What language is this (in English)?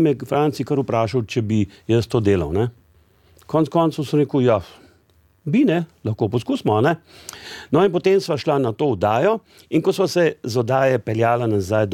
Slovenian